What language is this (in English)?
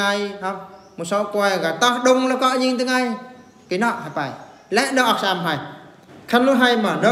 Eastern Bru